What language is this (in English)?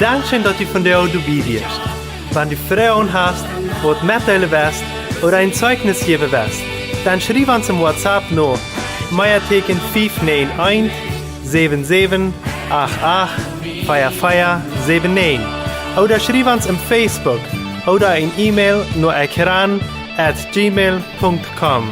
Plautdietsch